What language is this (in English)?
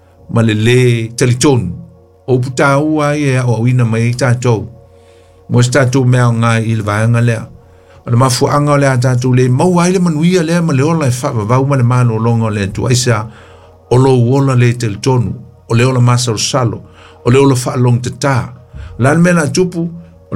Samoan